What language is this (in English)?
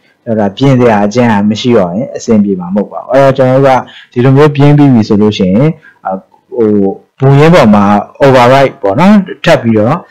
Burmese